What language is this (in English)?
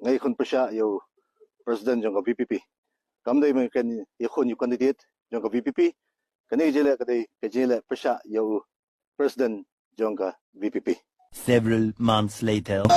Khasi